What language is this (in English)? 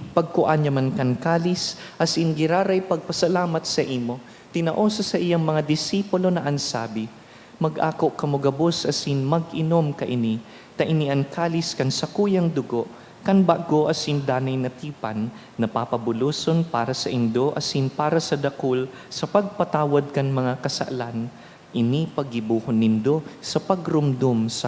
Bikol